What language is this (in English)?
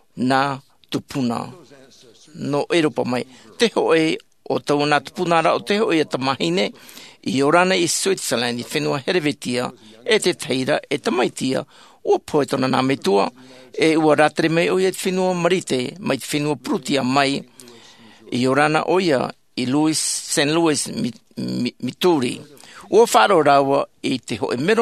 Tahitian